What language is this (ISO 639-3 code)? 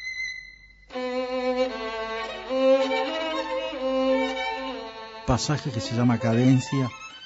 spa